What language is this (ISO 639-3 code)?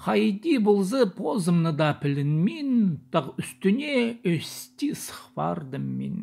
kjh